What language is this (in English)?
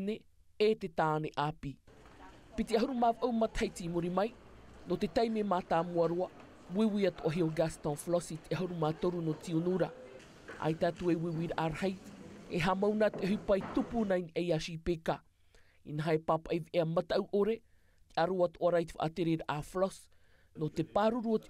Tahitian